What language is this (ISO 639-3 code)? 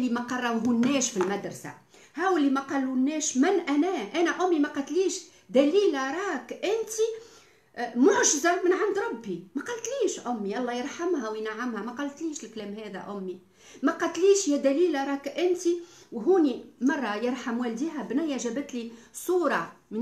aeb